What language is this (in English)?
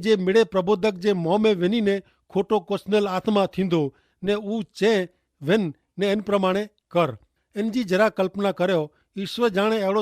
Kachhi